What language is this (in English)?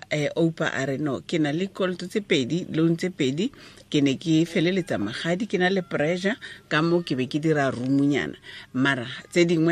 Tswana